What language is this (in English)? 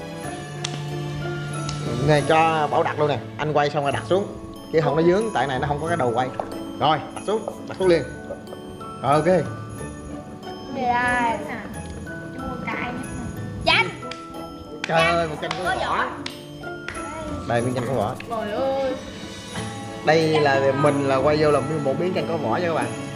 Vietnamese